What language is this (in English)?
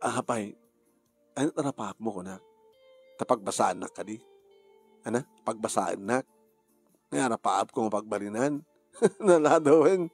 Iloko